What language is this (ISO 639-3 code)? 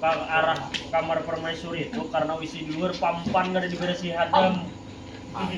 bjn